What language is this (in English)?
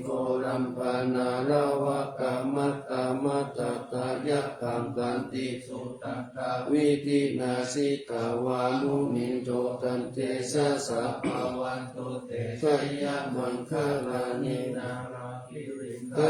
Pali